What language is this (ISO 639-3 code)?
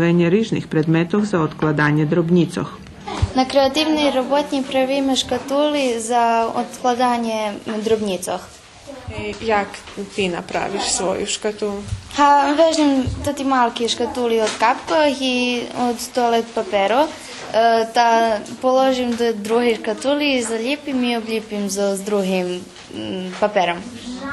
rue